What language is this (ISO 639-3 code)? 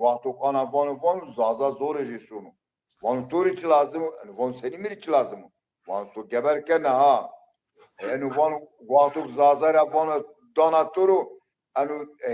zza